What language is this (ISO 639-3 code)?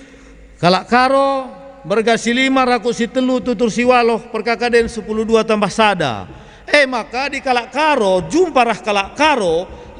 btx